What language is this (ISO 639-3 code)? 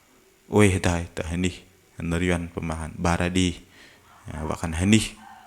bdq